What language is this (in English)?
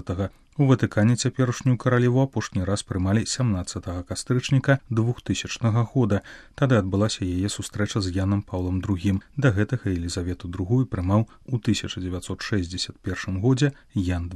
Belarusian